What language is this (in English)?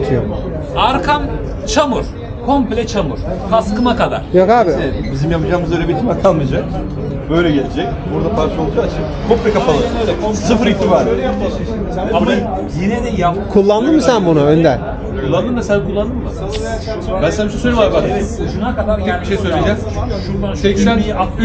Turkish